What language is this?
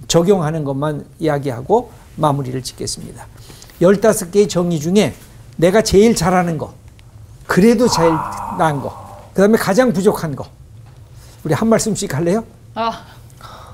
Korean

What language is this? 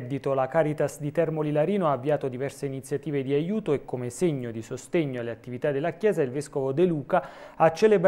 Italian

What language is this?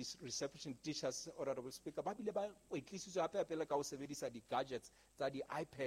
Southern Sotho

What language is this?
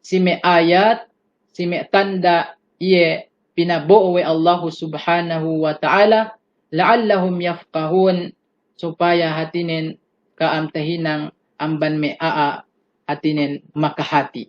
Yakan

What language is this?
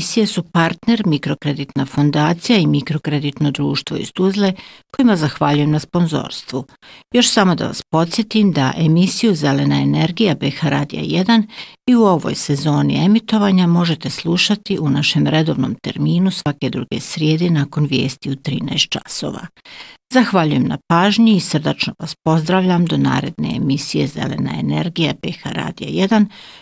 Bosnian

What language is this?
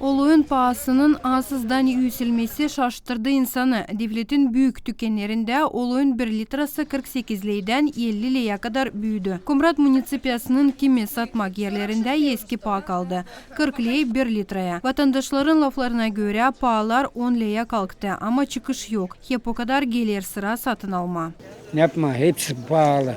Gagauz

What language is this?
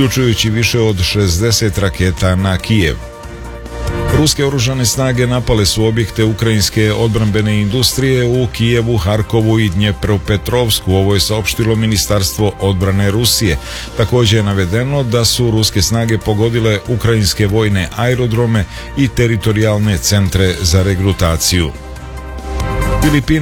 Serbian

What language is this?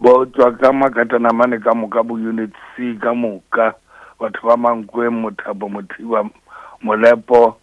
Northern Sotho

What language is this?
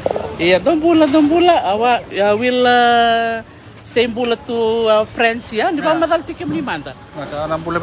Fijian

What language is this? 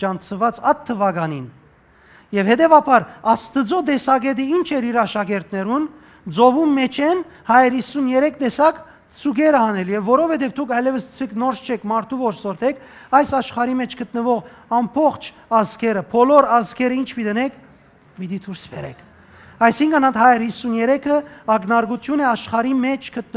Western Armenian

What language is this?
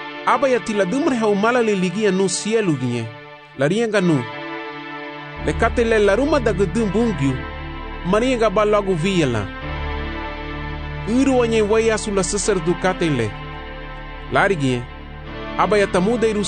Garifuna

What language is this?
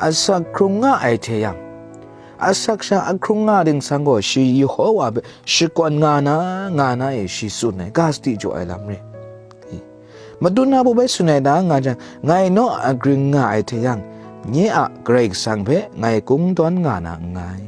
Kachin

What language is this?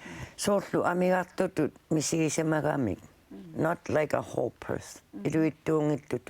Kalaallisut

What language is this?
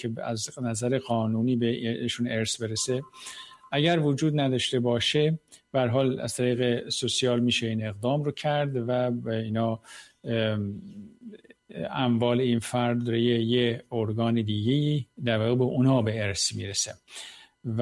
Persian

